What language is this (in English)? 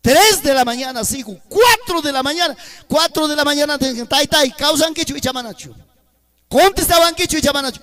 Ayacucho Quechua